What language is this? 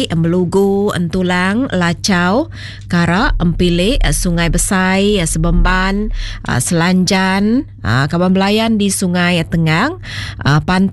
Iban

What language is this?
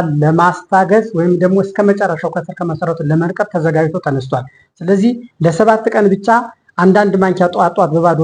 Amharic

